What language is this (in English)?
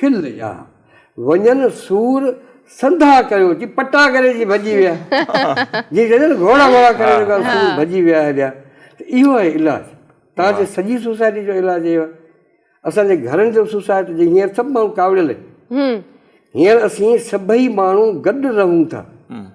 Sindhi